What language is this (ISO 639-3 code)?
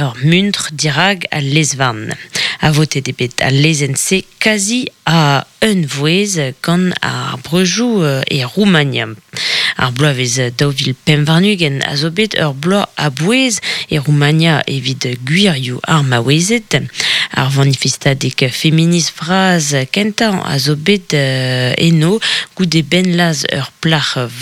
bre